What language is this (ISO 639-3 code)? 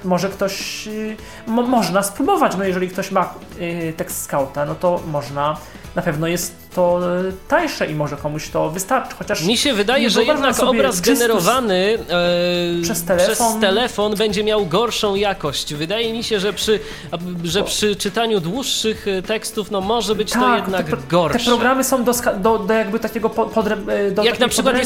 pol